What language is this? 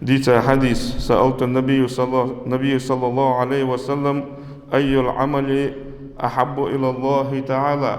Ingush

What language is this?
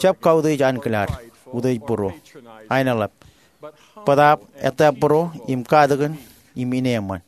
Marshallese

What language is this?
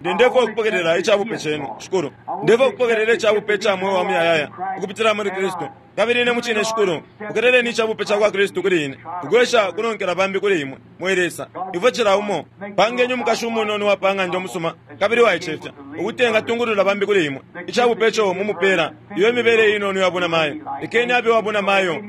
Bemba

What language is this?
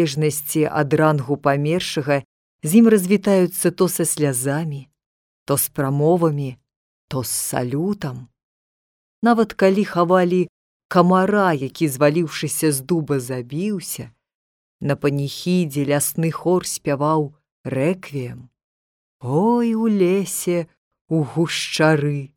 Belarusian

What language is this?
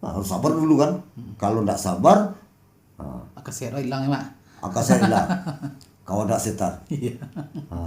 Minangkabau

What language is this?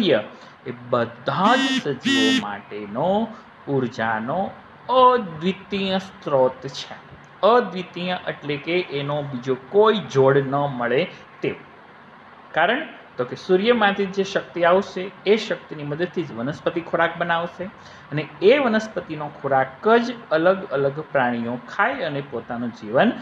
Gujarati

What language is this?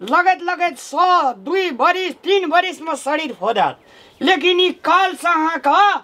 Maithili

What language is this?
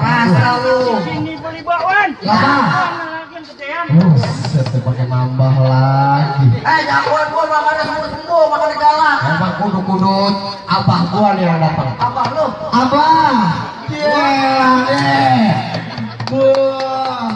Betawi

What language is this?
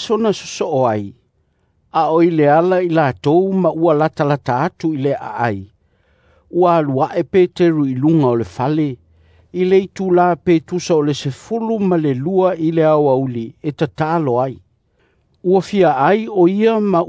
Samoan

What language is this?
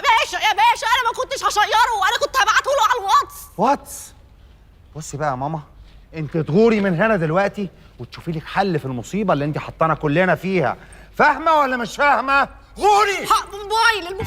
Egyptian Arabic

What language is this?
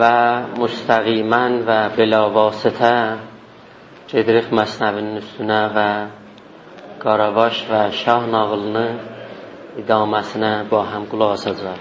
South Azerbaijani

